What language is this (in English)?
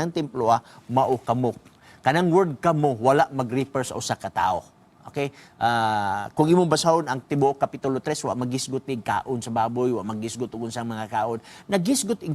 Cebuano